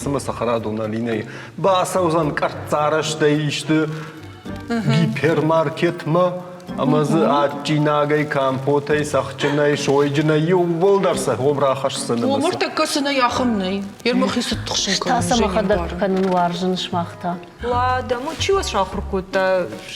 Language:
Ossetic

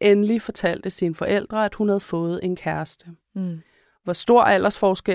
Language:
Danish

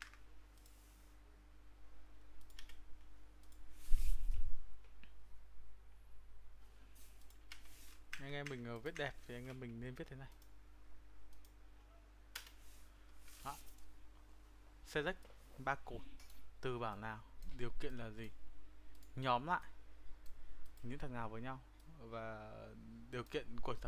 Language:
Vietnamese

